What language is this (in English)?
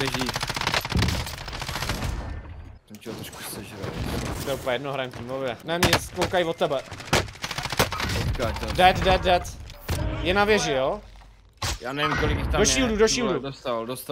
Czech